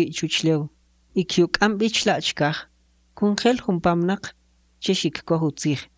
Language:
Kʼicheʼ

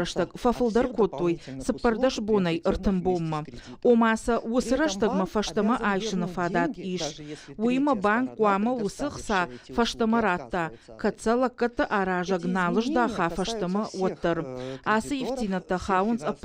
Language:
Ossetic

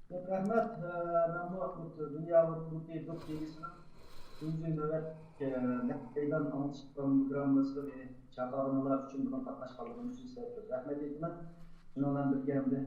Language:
Uyghur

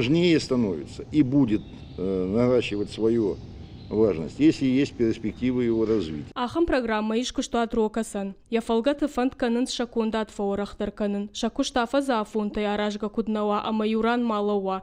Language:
Ossetic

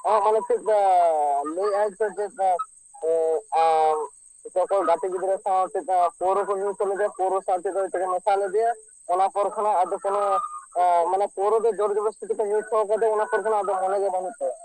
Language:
Santali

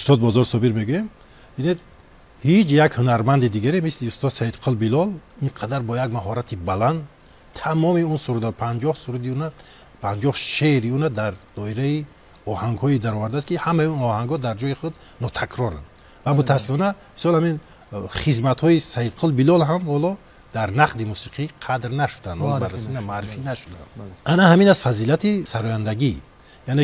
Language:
Tajik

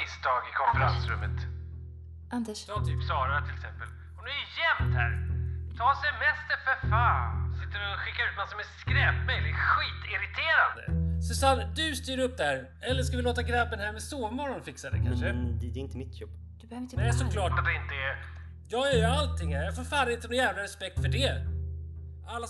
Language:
Swedish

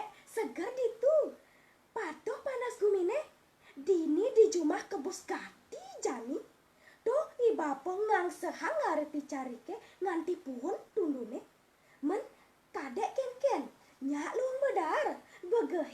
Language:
Balinese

